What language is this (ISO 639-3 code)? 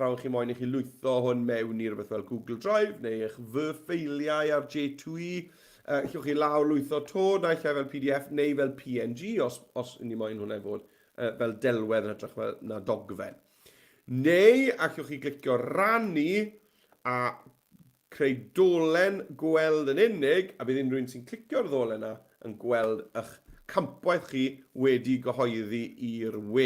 cym